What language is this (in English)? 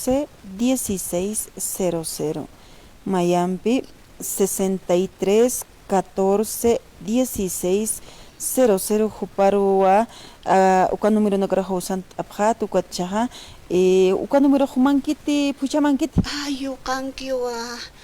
Aymara